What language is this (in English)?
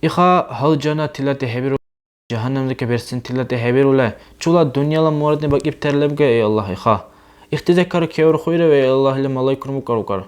Dargwa